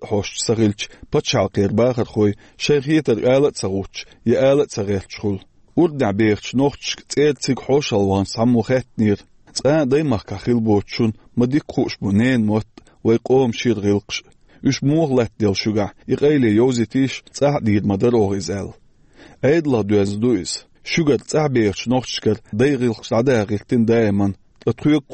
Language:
Chechen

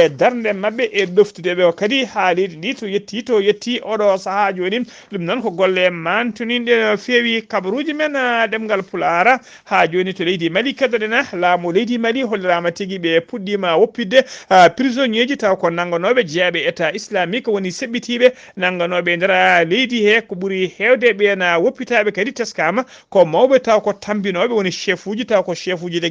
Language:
Fula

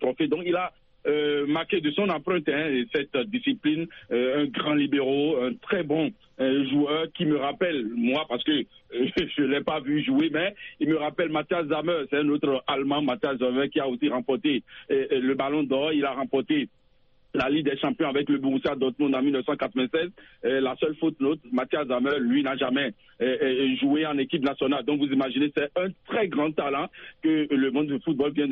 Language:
French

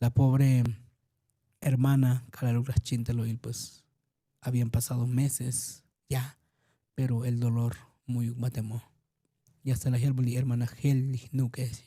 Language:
Tzotzil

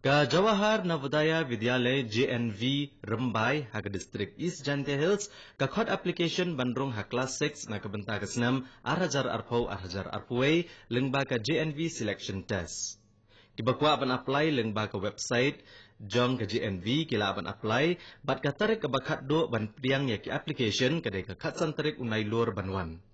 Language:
Khasi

